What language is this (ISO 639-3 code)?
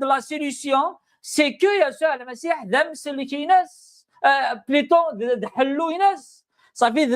kab